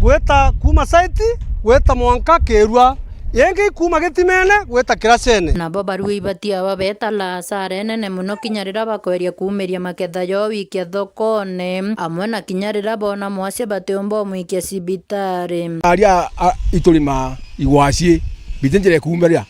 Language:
Meru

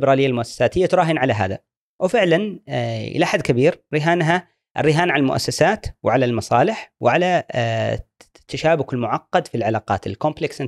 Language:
Gulf Arabic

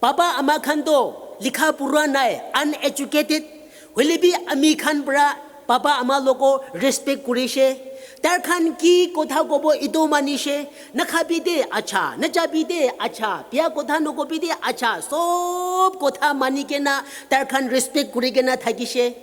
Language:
Naga Pidgin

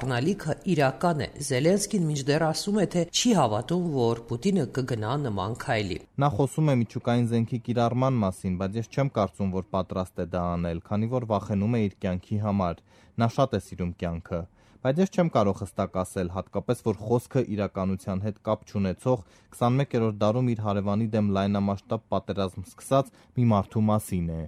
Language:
Armenian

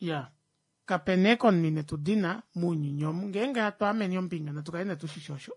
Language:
Kuanyama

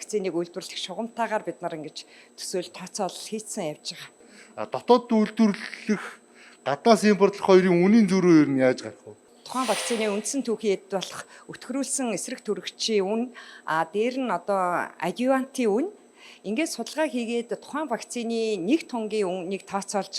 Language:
Mongolian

